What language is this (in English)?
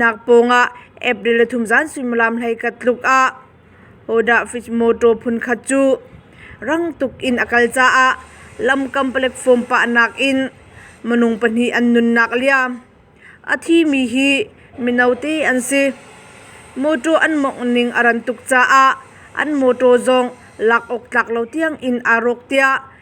Hakha Chin